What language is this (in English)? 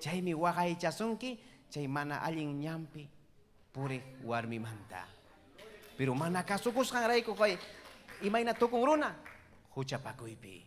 Ayacucho Quechua